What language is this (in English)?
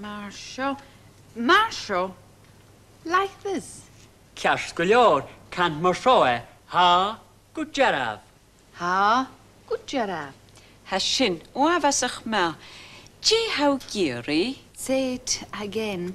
Scottish Gaelic